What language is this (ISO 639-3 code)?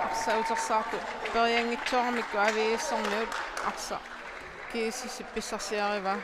kal